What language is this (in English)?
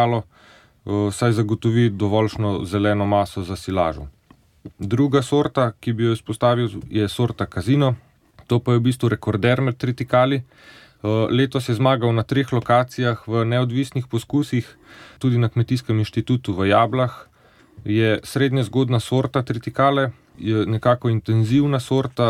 Slovenian